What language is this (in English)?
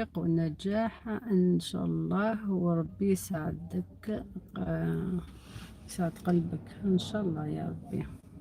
Algerian Arabic